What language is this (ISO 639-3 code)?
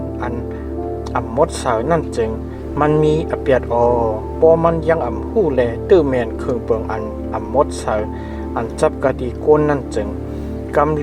shn